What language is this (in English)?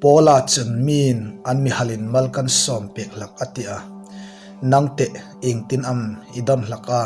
Hmar